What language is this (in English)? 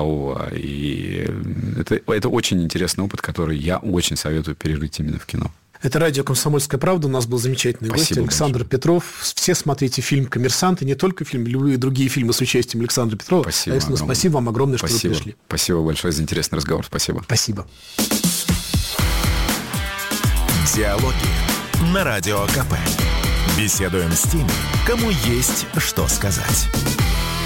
Russian